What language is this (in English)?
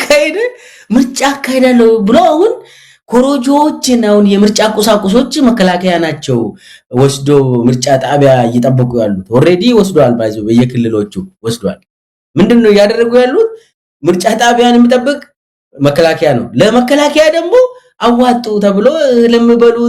Amharic